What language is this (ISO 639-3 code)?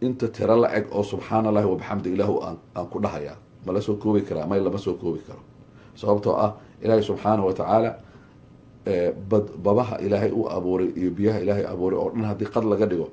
som